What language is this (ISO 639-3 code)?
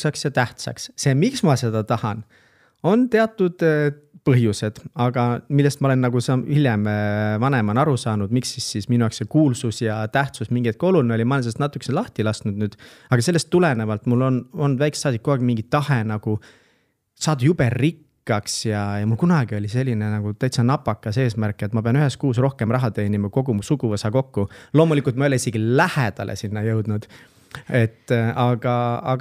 est